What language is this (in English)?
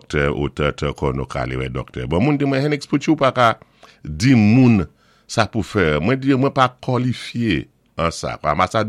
Saint Lucian Creole French